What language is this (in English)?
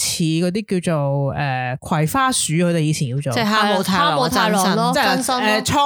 Cantonese